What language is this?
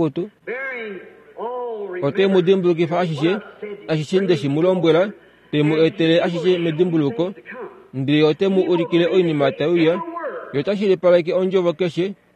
Kuanyama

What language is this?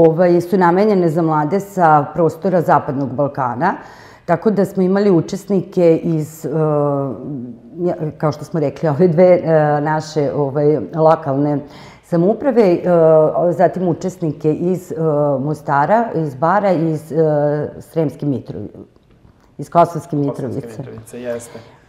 Serbian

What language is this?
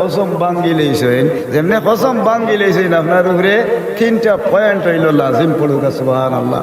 Sylheti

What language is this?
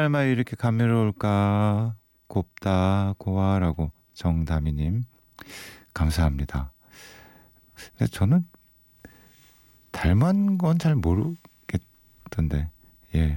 Korean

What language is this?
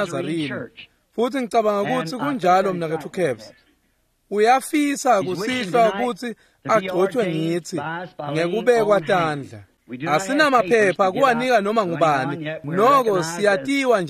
Swati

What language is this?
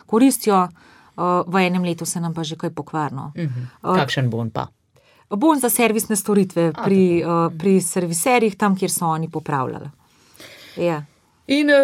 Slovenian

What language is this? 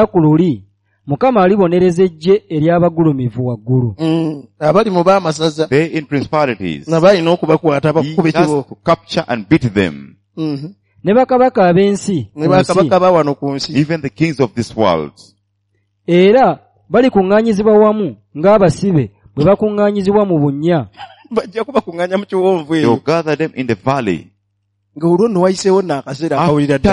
Ganda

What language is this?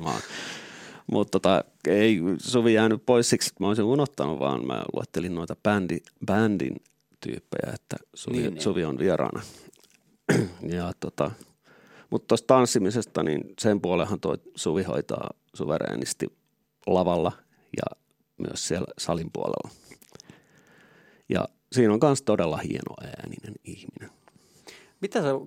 Finnish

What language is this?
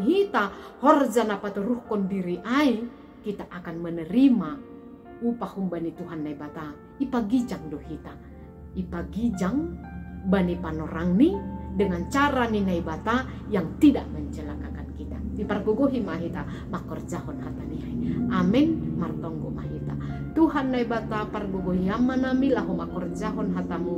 Batak Simalungun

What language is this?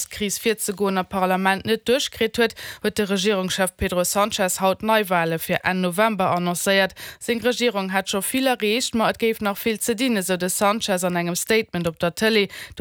Luxembourgish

